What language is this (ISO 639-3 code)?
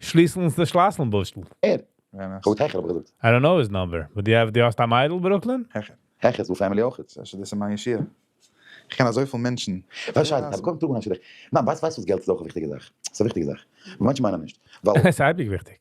yid